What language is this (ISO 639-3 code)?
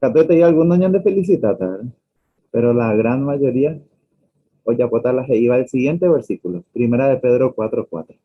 grn